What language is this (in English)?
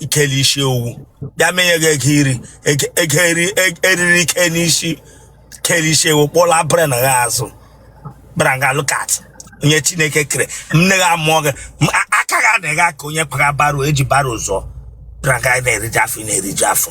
Igbo